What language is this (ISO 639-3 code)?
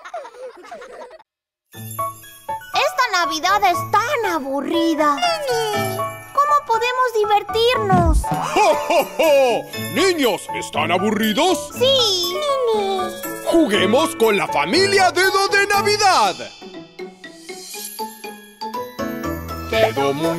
spa